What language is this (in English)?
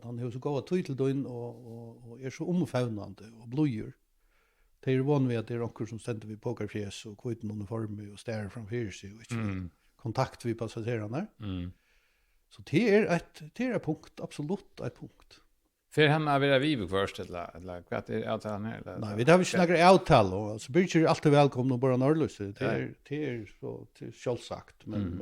Faroese